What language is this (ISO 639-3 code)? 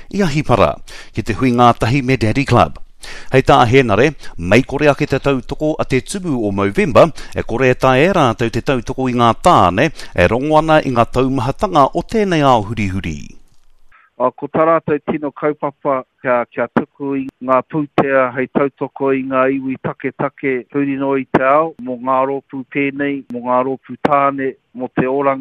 mri